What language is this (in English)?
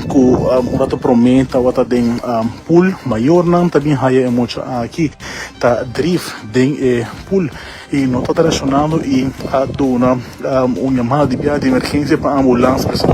Papiamento